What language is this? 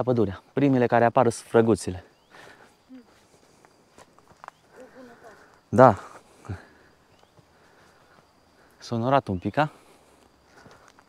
Romanian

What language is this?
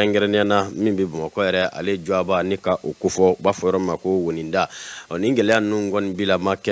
Bambara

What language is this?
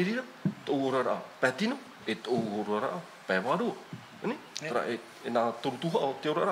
Tahitian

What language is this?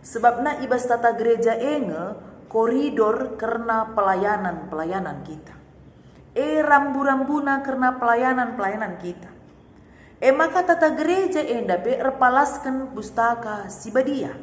Batak Karo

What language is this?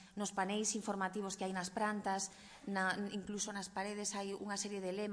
Galician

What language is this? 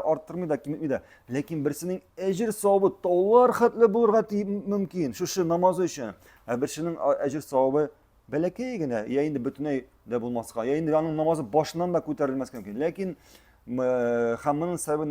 Tatar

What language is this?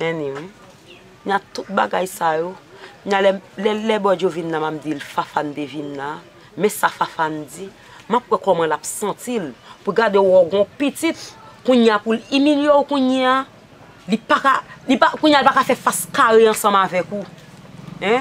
Haitian Creole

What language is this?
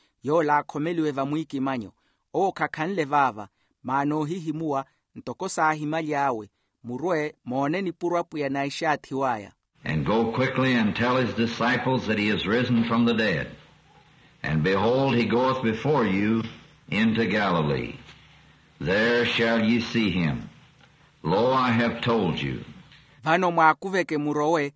Makhuwa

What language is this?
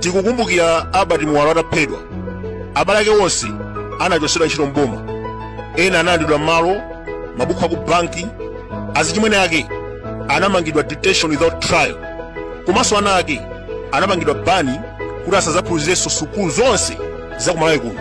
Nyanja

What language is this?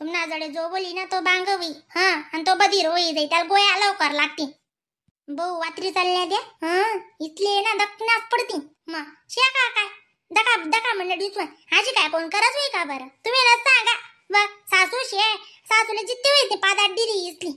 Khandesi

